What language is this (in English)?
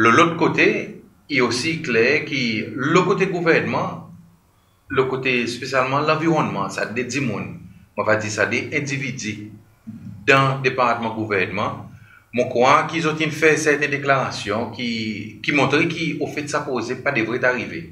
Seselwa Creole French